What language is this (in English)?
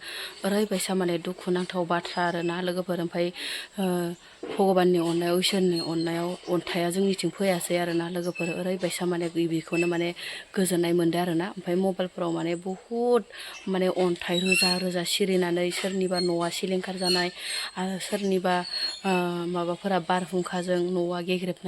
Bodo